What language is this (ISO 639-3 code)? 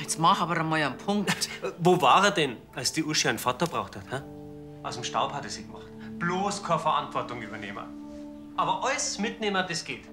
bar